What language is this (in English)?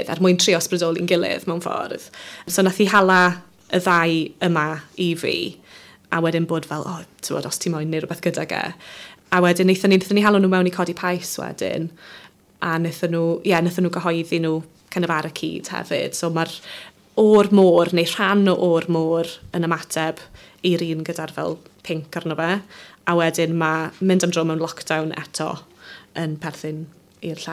Welsh